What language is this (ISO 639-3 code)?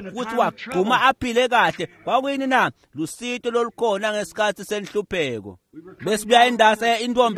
ssw